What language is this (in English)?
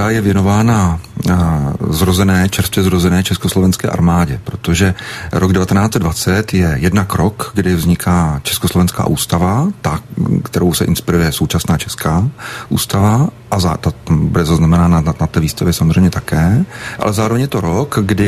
Czech